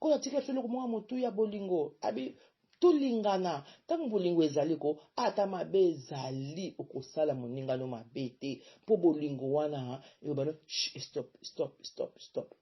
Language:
Lingala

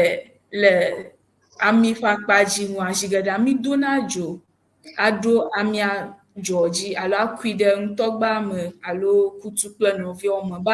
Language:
Ewe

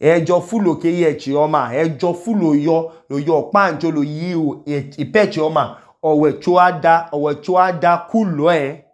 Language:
Idoma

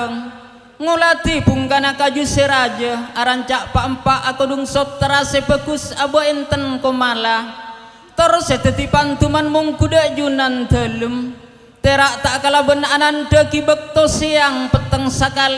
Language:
Madurese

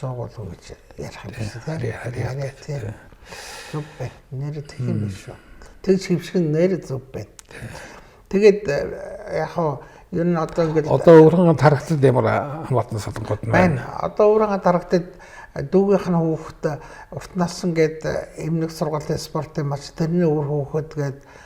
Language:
Mongolian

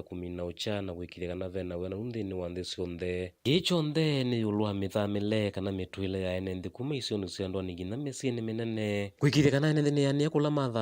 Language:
Kamba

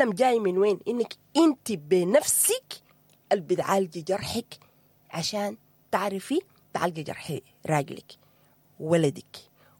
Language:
Sudanese Arabic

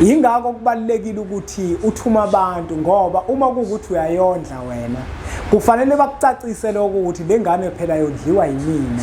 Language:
Zulu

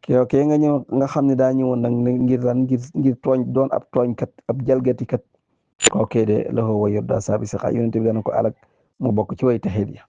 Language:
Wolof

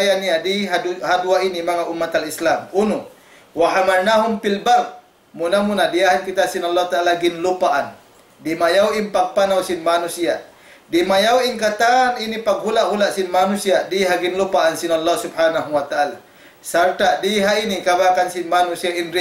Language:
Tausug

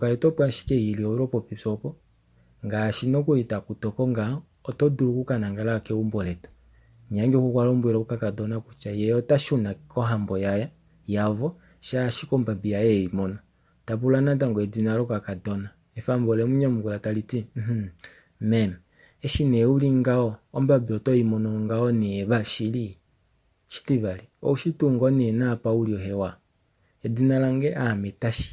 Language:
Kuanyama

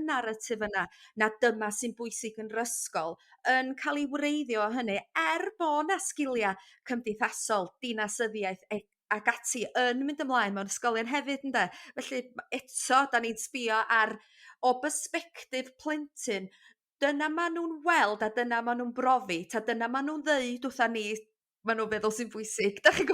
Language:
Welsh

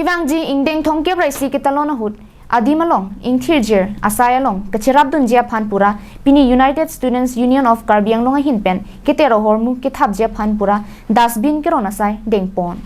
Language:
Karbi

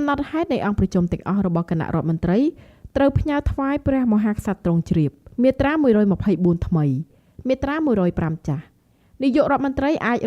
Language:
Khmer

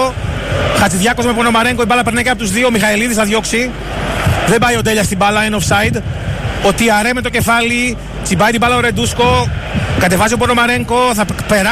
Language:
Greek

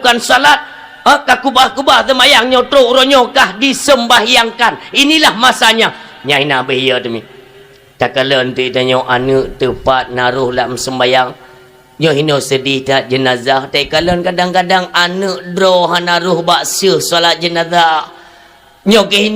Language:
Achinese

